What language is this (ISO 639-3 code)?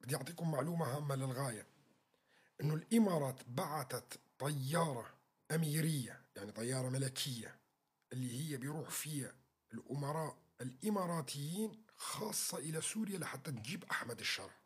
apc